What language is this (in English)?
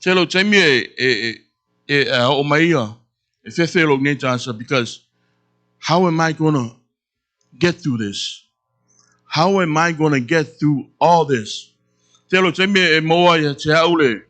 Samoan